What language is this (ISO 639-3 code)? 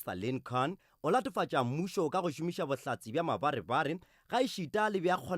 nso